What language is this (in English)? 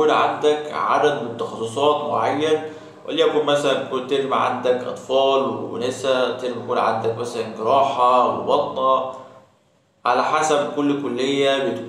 Egyptian Arabic